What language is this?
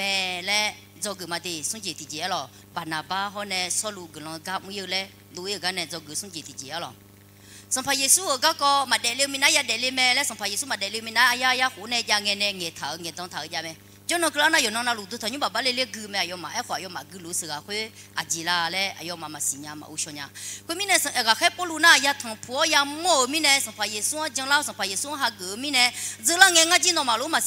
Akha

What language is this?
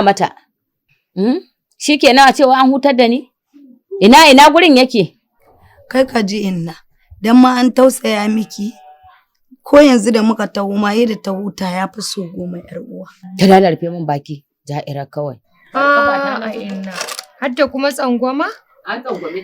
Hausa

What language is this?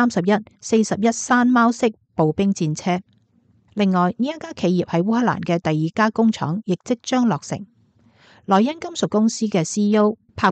Cantonese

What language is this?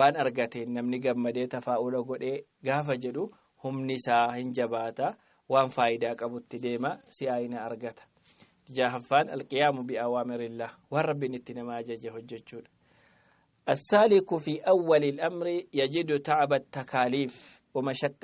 Oromo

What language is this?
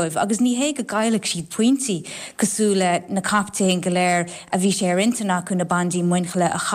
Irish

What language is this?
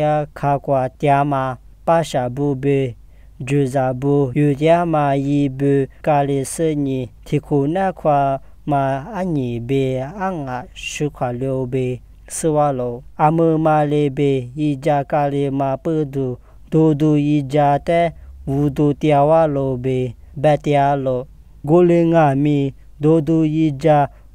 Lisu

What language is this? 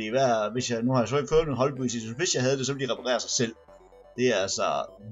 Danish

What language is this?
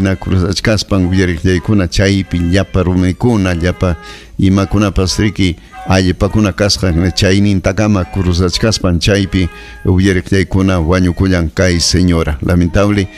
Ayacucho Quechua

